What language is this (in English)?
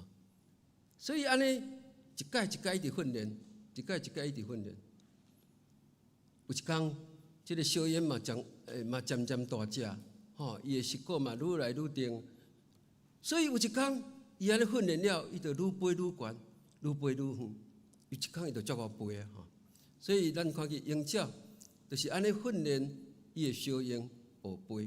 Min Nan Chinese